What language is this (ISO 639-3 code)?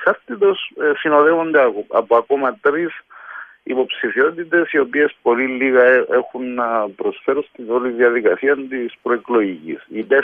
ell